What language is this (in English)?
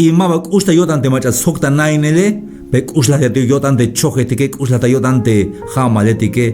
Tzeltal